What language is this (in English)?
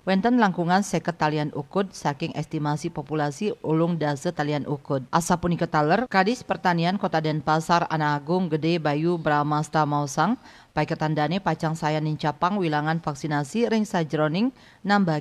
Balinese